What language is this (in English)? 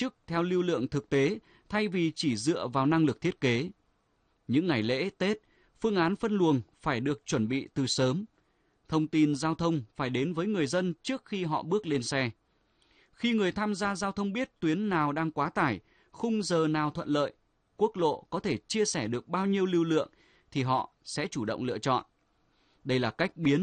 Vietnamese